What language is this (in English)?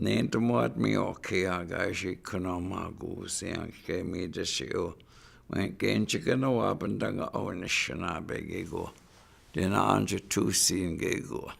Chippewa